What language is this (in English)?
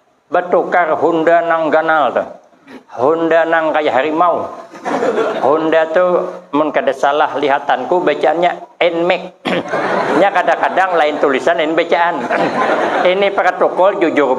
Banjar